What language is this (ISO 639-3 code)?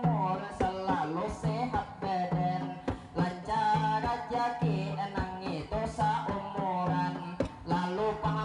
bjn